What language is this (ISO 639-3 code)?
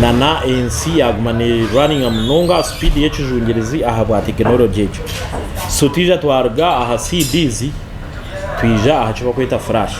nyn